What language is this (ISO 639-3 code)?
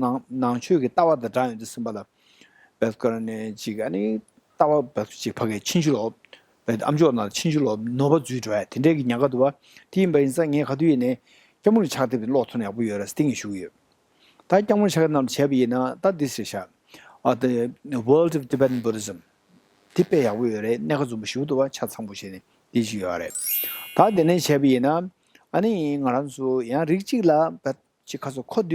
bod